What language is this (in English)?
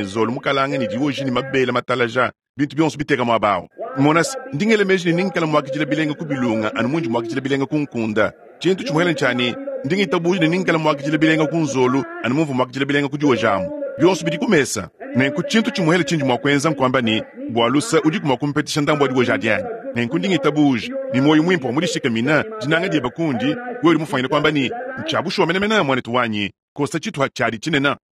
Luba-Lulua